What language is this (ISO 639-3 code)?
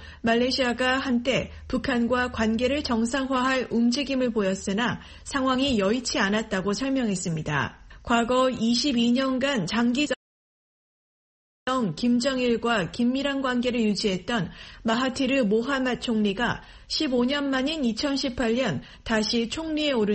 kor